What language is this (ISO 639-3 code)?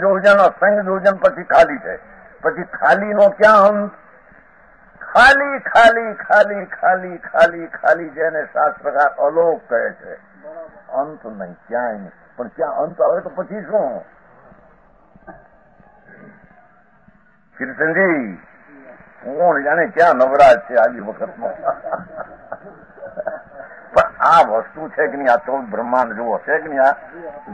guj